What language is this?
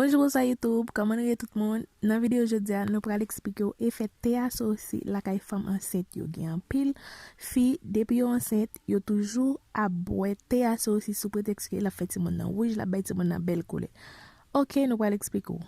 Haitian Creole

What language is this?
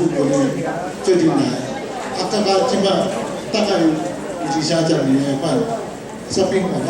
Min Nan Chinese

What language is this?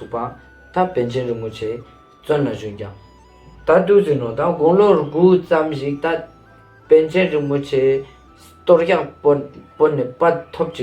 Ladakhi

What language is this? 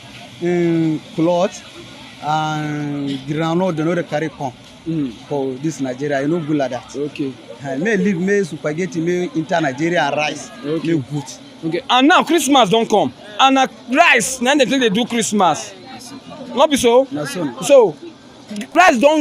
Nigerian Pidgin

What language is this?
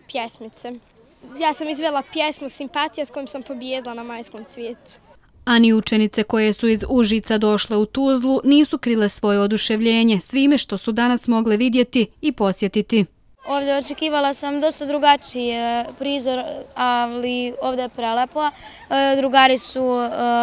Bosnian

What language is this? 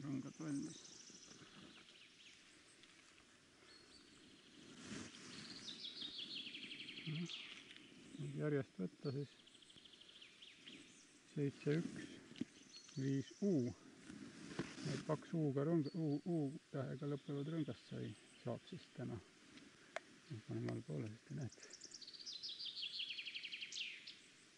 Estonian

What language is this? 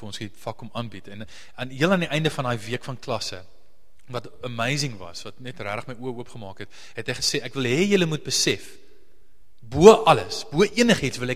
Afrikaans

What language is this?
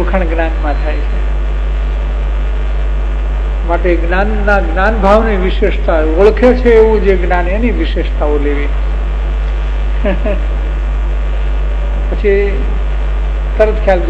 Gujarati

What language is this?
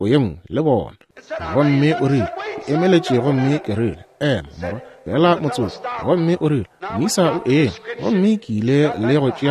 Northern Sotho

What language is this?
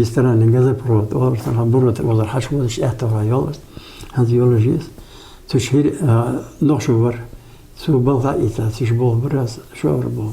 Ingush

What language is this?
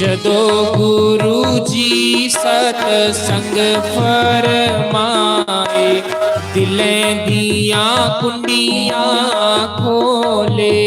Dogri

